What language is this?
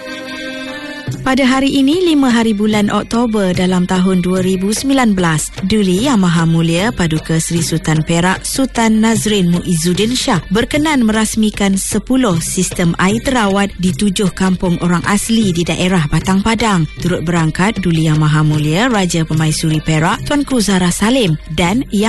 Malay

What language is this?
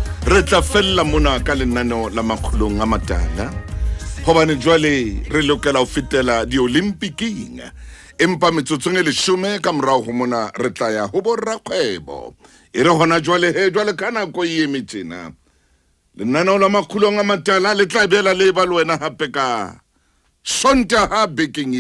Southern Sotho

